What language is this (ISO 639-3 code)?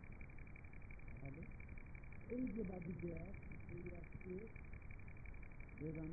ben